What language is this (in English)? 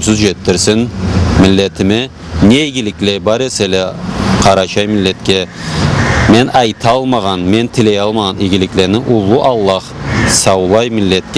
Karachay-Balkar